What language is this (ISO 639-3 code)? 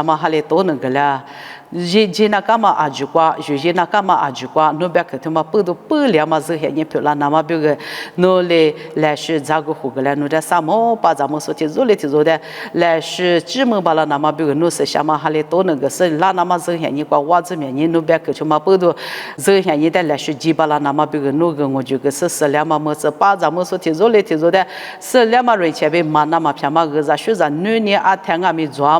lis